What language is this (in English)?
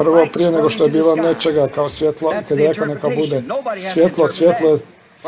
Croatian